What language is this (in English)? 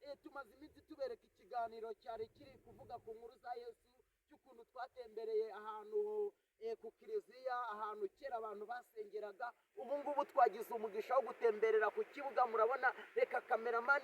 Kinyarwanda